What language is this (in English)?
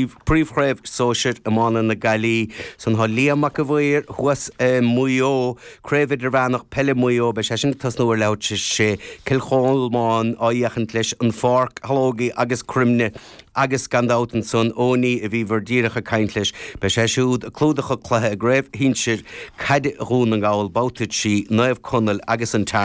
Irish